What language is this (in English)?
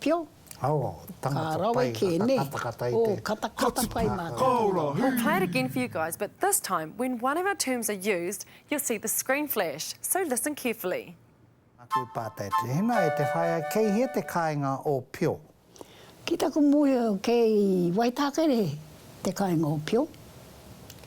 Māori